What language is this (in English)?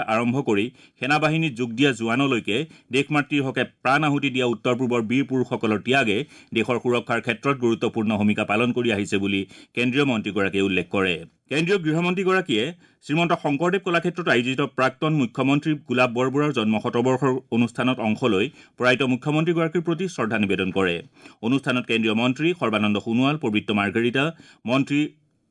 Assamese